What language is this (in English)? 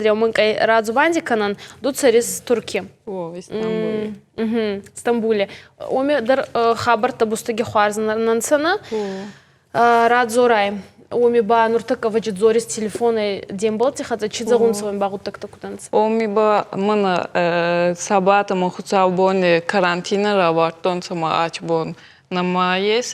Ossetic